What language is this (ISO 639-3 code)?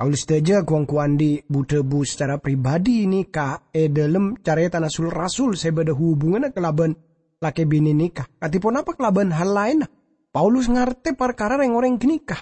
mad